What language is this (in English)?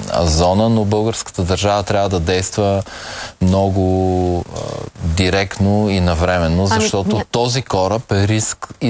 Bulgarian